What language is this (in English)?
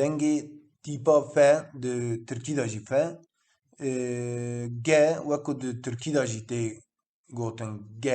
Kurdish